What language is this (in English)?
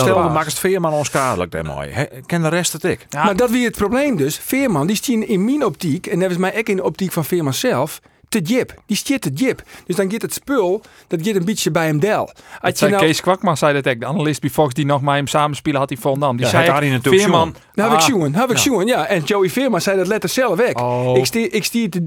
Western Frisian